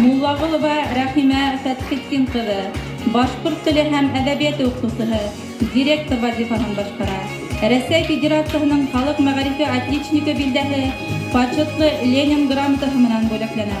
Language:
Bashkir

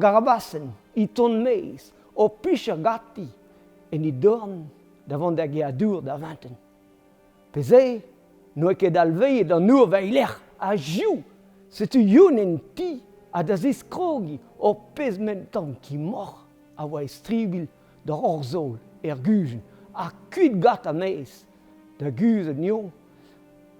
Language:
Breton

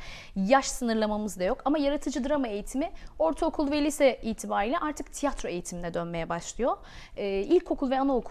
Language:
Turkish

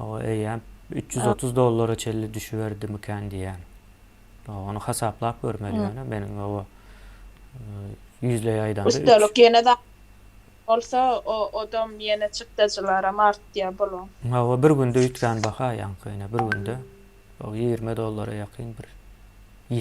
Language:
Turkmen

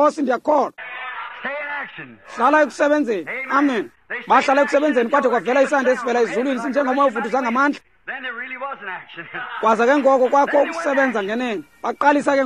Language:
Xhosa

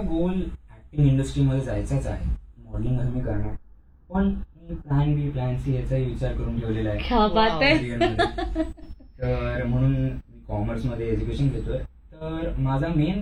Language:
Marathi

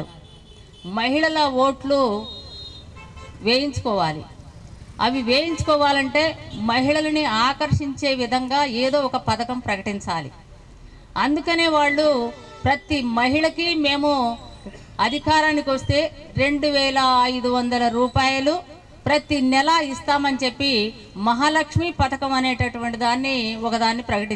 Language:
Telugu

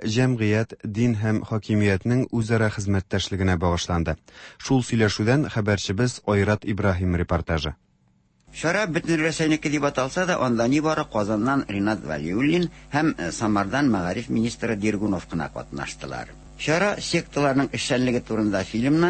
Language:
Tatar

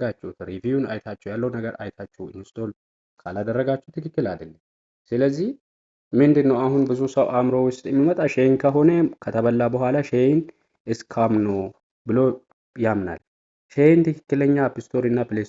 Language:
Amharic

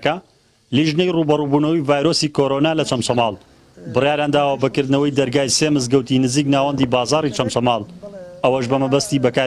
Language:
Central Kurdish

